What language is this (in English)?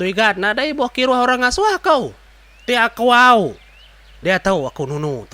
Iban